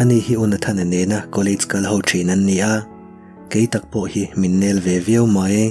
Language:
Mizo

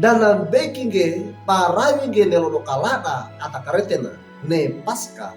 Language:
Wejewa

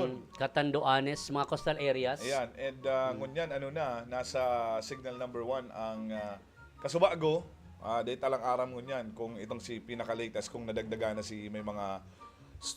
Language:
Bikol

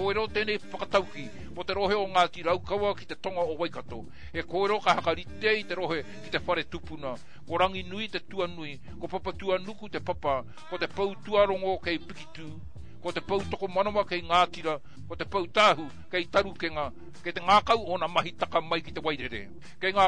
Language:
Māori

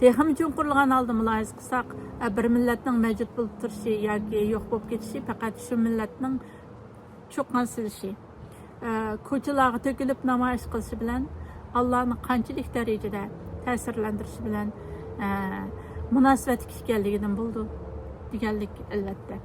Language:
Uyghur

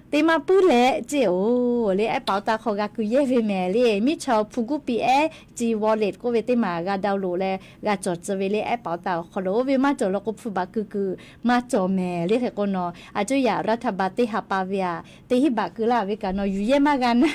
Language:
Lahu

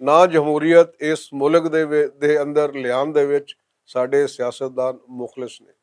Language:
Western Panjabi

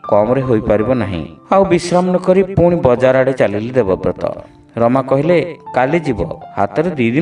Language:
Odia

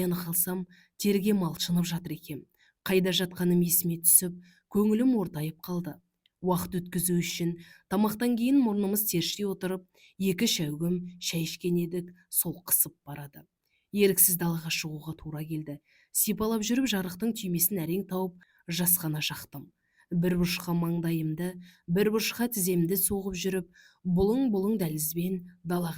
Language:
Kazakh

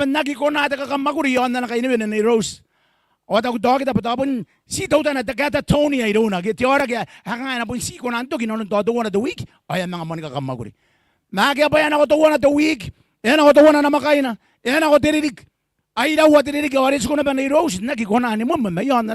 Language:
Gilbertese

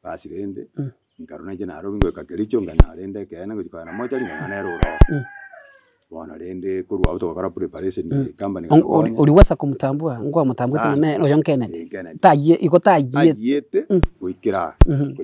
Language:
Gusii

